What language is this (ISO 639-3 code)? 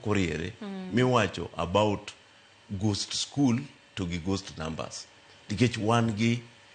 luo